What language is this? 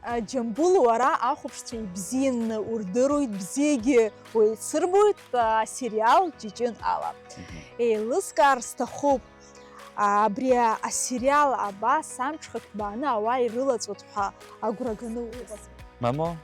Abkhazian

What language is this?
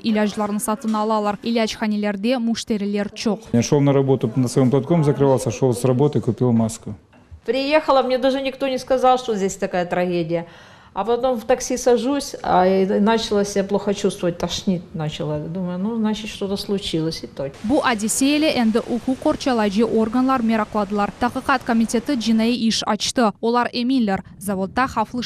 Crimean Tatar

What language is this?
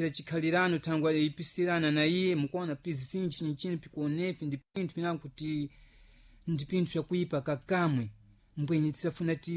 Sena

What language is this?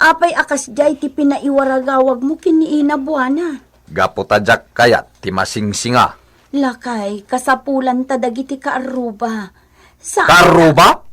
Iloko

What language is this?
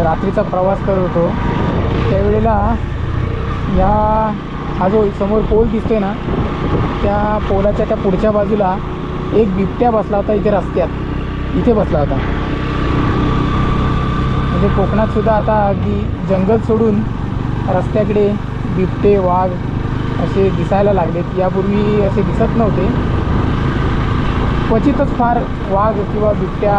Marathi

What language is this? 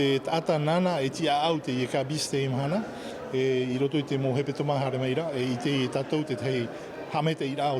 Tahitian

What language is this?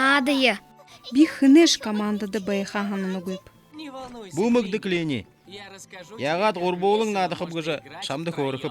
Buriat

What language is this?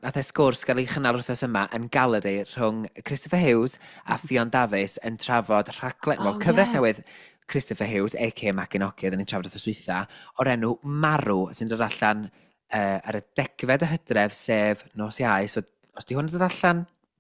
Welsh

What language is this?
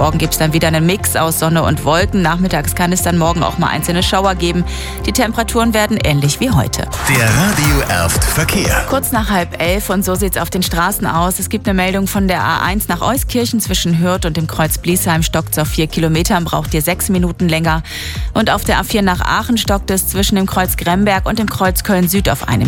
German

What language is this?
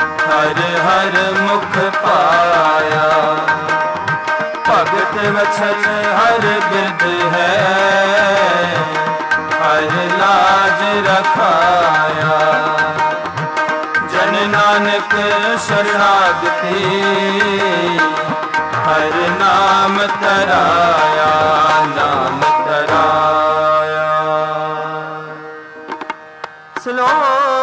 Punjabi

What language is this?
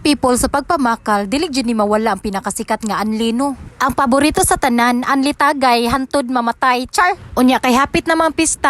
Cebuano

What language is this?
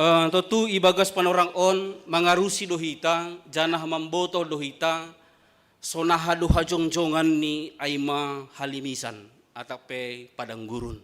Batak Simalungun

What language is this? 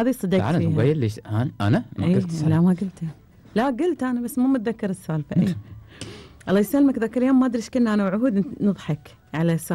Gulf Arabic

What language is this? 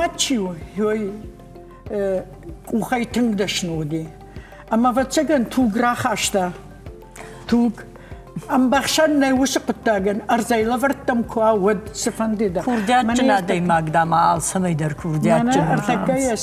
Ossetic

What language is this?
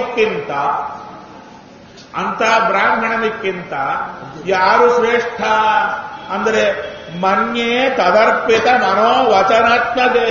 Kannada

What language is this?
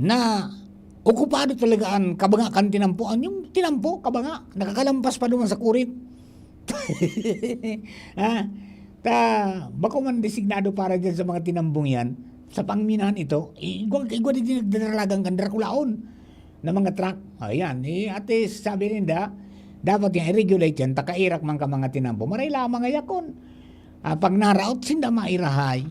Bikol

